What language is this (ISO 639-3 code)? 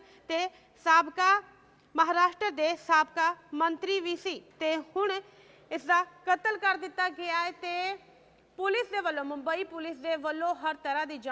pan